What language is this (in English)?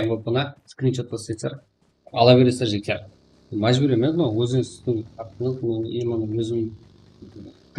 Kara-Kalpak